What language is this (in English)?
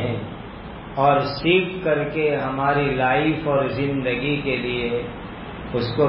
Urdu